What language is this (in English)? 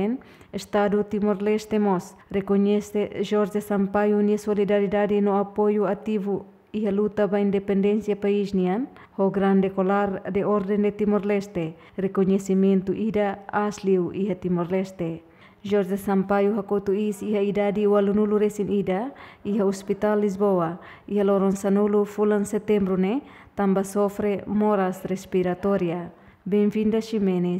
Tetum